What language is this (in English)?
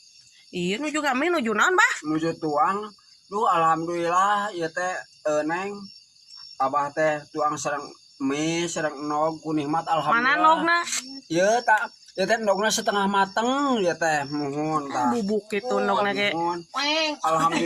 Sundanese